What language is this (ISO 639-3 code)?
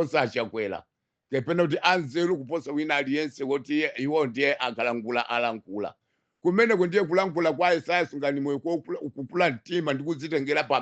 nya